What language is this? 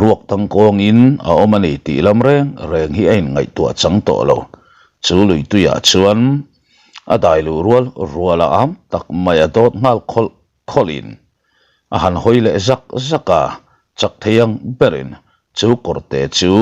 Mizo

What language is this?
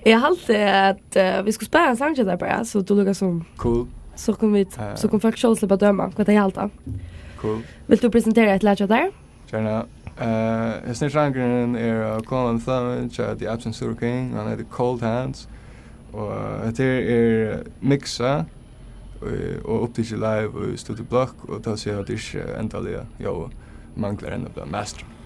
Faroese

